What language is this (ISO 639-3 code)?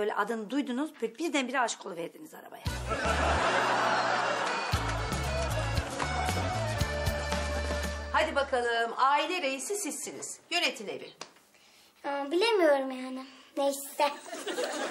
tur